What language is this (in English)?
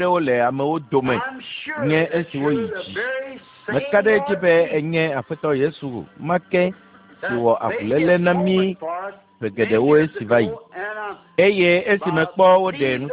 Ewe